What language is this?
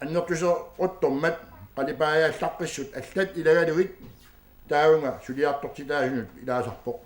Kalaallisut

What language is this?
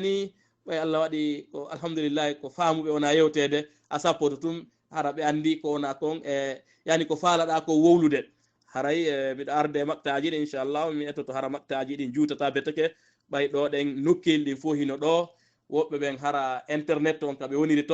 Fula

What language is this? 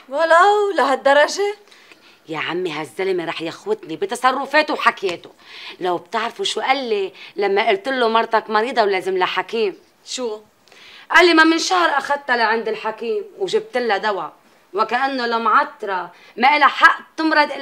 North Levantine Arabic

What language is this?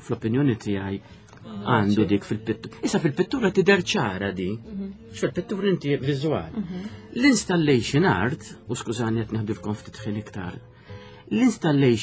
Maltese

